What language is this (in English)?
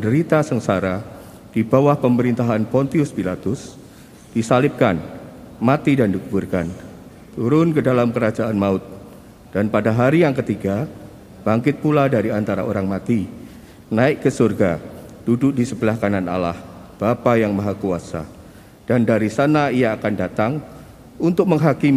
Indonesian